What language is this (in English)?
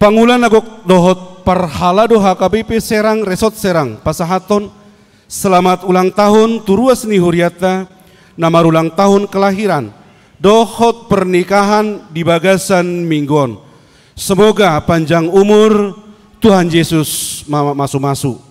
Batak Toba